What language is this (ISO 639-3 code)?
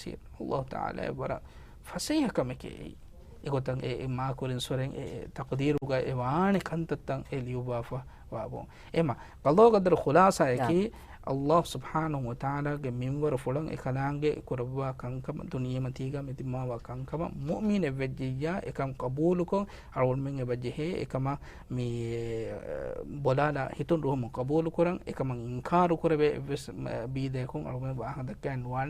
div